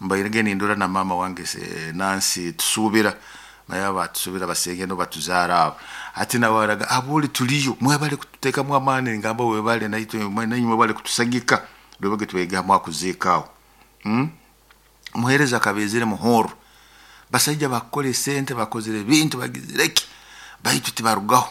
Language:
Nyoro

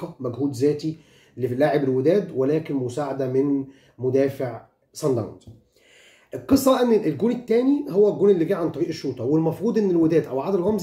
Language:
Egyptian Arabic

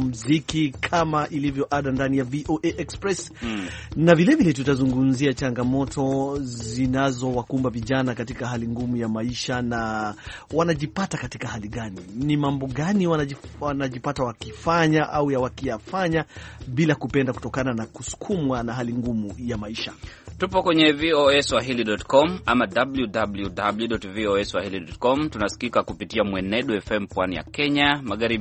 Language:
Swahili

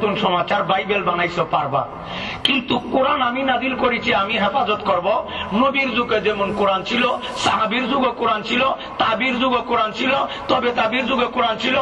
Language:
Bangla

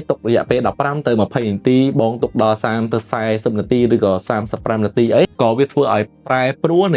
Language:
Khmer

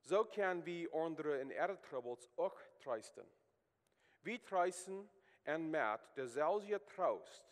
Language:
Plautdietsch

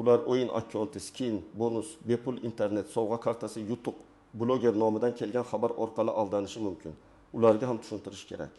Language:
Uzbek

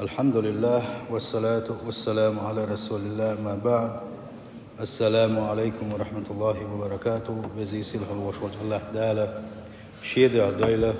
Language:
Chechen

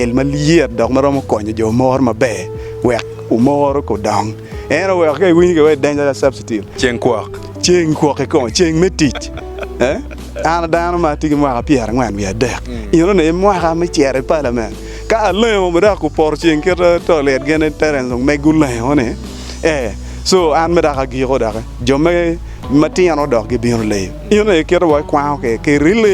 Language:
Acoli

